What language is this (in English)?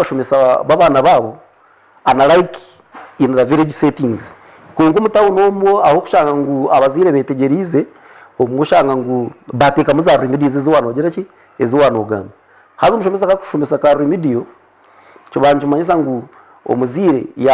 Nyankole